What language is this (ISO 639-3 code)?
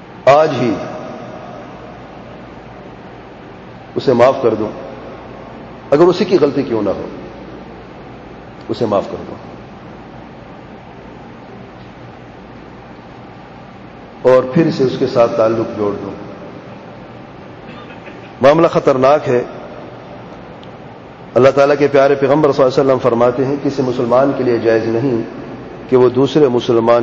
urd